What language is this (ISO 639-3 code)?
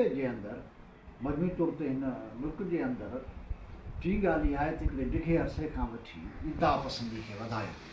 snd